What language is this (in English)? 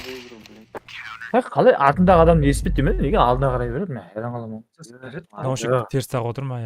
Kara-Kalpak